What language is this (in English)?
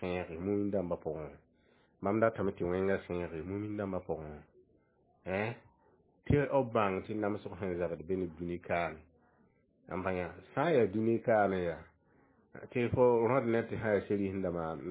Mossi